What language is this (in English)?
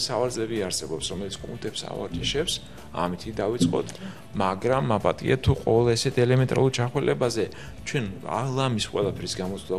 Georgian